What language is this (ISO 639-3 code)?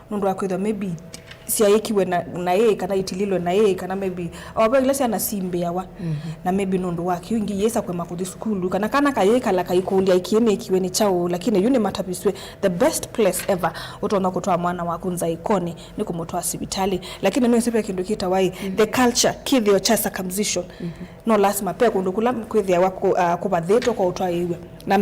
kam